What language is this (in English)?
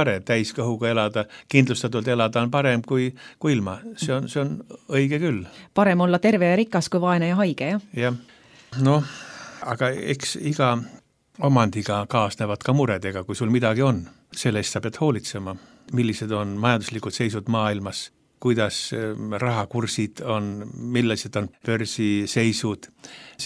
Estonian